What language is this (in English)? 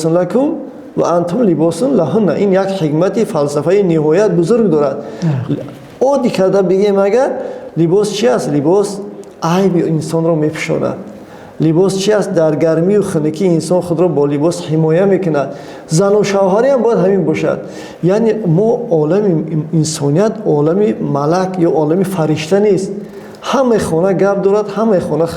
Tajik